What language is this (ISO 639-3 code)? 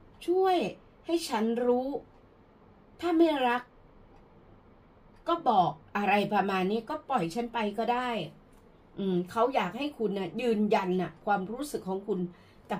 tha